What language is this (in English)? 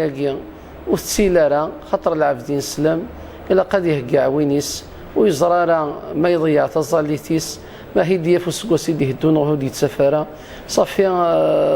Kabyle